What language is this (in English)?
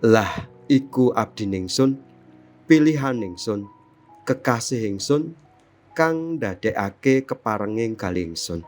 Javanese